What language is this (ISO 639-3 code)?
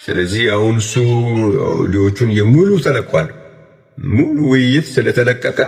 amh